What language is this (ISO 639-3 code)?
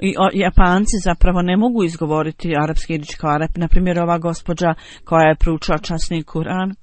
bos